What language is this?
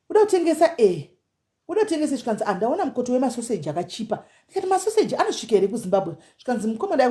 Shona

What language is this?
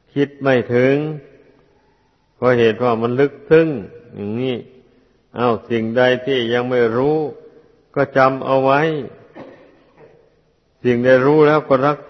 Thai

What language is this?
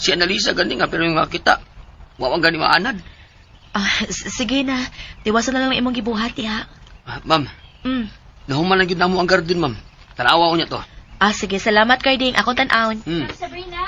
Cebuano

